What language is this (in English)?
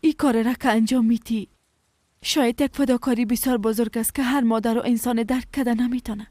Persian